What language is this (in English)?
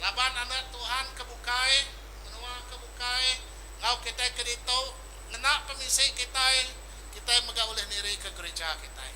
Iban